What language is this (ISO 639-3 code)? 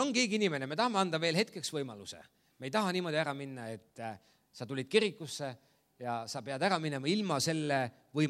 est